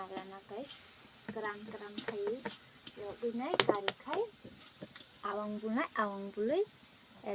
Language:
Kok Borok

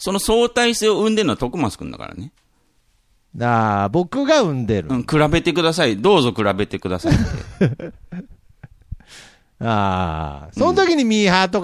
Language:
Japanese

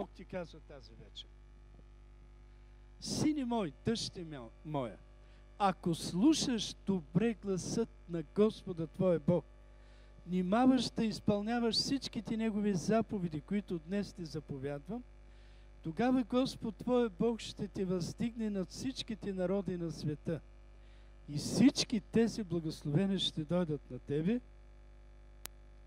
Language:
Bulgarian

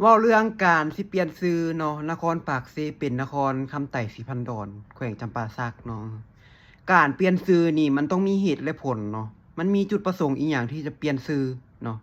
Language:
Lao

